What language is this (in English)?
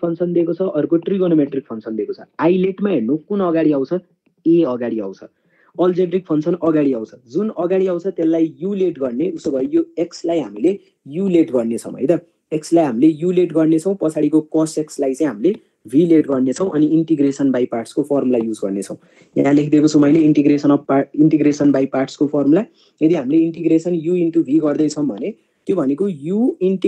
Nepali